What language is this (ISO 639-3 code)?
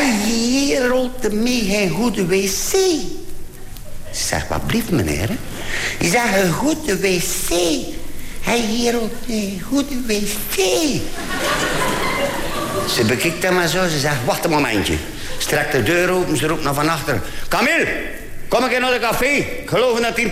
nld